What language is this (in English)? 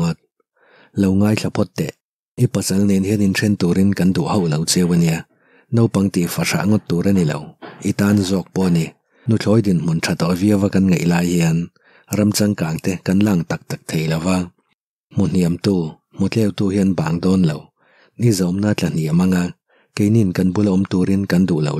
Mizo